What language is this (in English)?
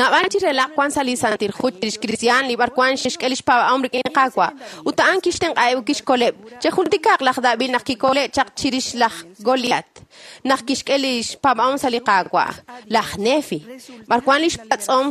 Kekchí